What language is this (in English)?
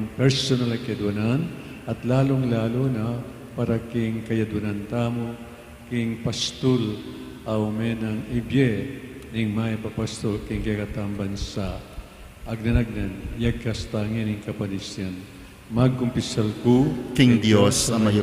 Pampanga